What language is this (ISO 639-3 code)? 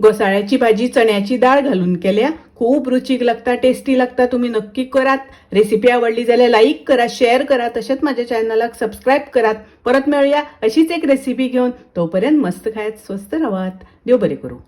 kok